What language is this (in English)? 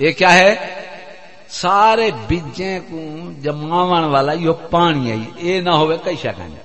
Saraiki